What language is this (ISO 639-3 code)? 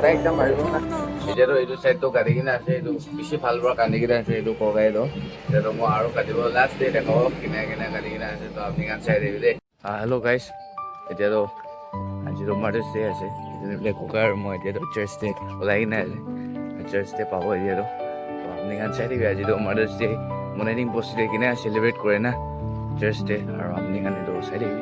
nag